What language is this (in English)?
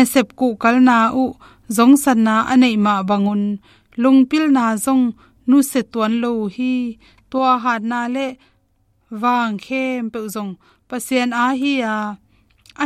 Tedim Chin